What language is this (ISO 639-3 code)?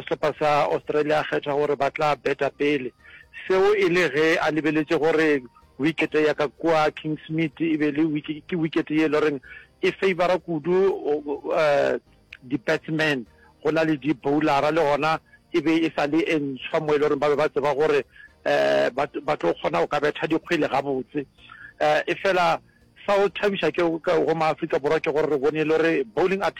nso